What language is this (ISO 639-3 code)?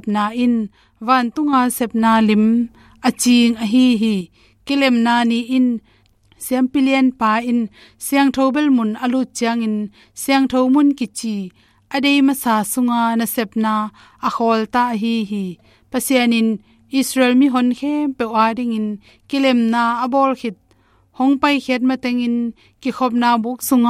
ctd